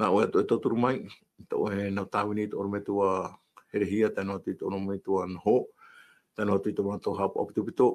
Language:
Tahitian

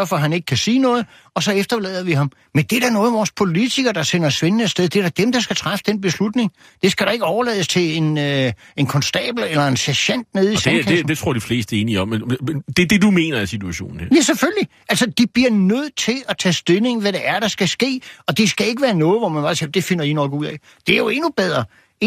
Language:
Danish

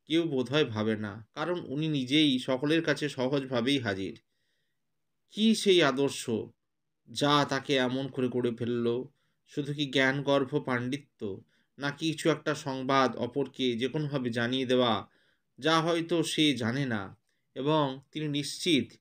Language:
Bangla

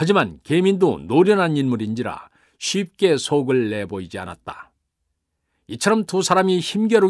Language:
Korean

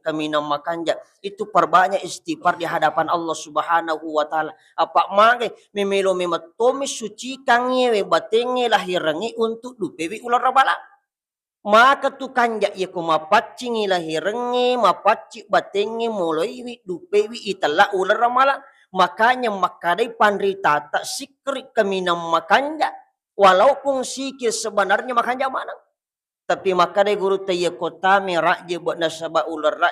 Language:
Buginese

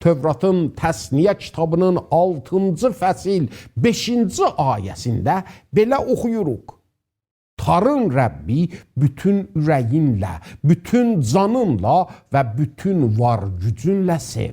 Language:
South Azerbaijani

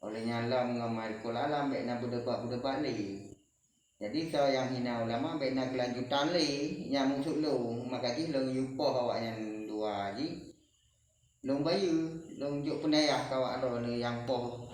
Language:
Achinese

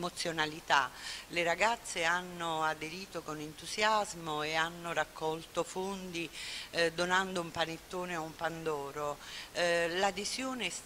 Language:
Italian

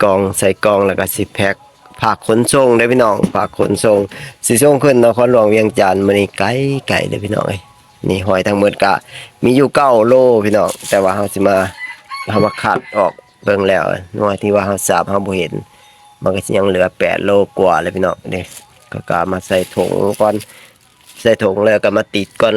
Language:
Lao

